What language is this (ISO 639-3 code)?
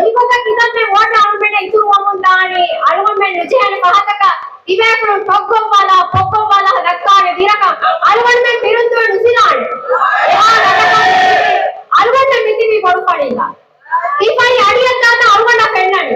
div